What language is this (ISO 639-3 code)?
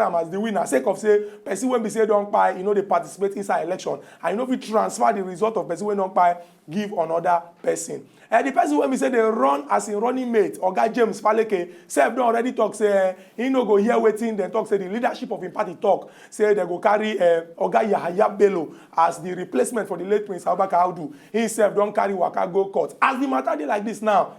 pcm